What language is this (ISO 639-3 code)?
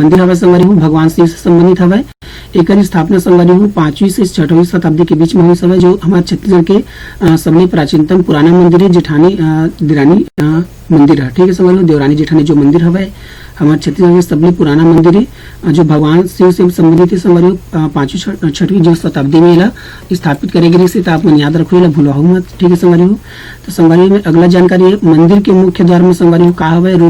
hne